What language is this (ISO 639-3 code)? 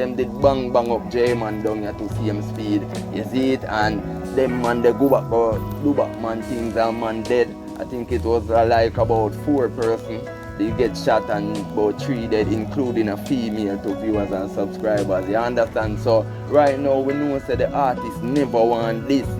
jam